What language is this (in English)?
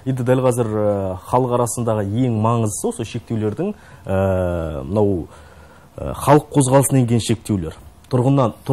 Kazakh